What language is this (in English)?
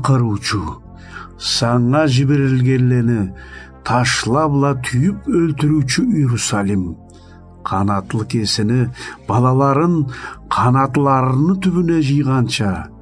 Karachay-Balkar